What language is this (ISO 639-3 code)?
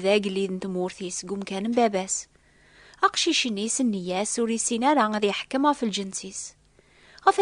kab